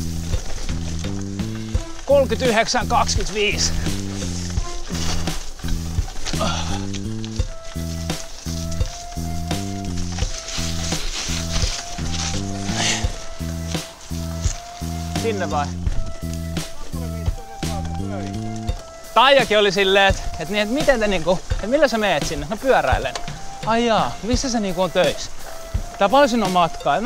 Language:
Finnish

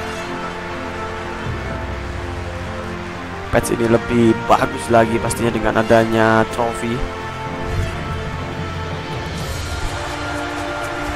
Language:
Indonesian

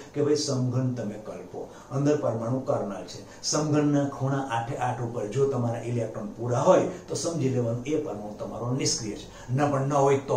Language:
Gujarati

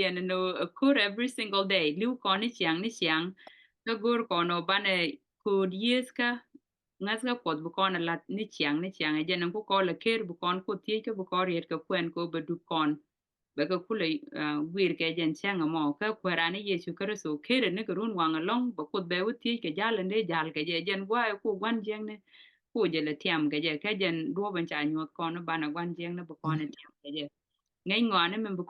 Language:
Nuer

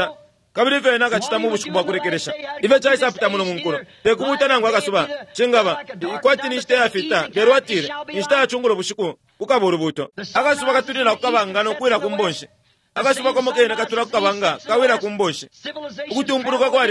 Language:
Bemba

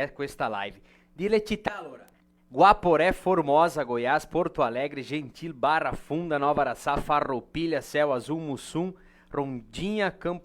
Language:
Venetian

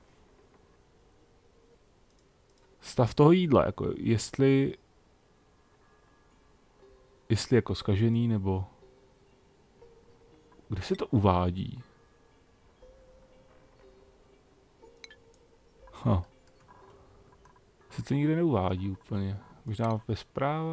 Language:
Czech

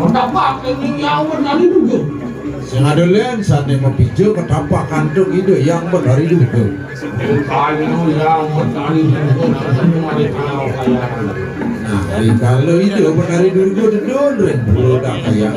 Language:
Balinese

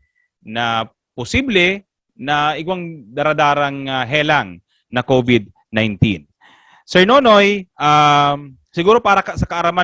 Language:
Bikol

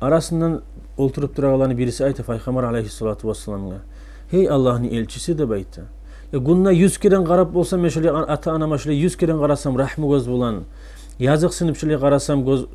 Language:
Kumyk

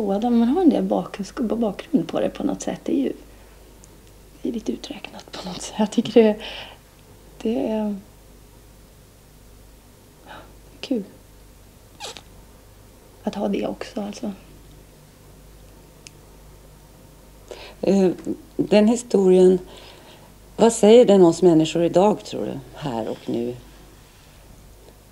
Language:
Swedish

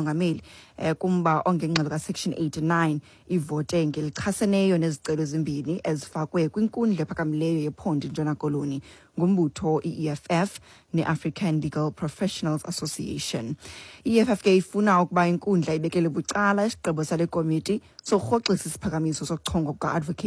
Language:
Xhosa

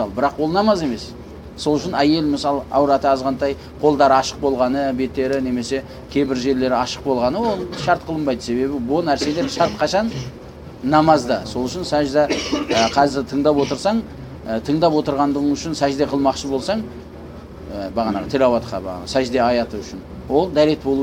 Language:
Kazakh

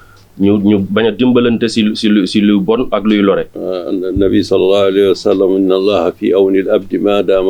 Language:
Fula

